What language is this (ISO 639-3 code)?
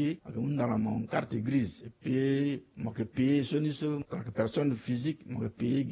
sag